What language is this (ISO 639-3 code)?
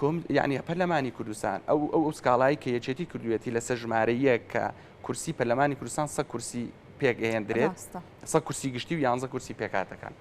ckb